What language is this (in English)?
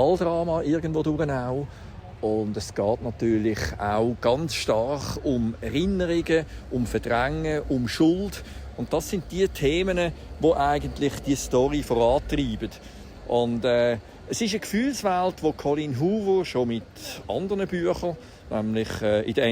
Swiss German